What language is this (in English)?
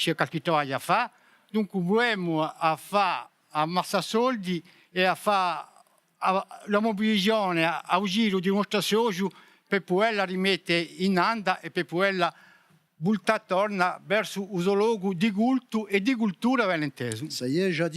Corsican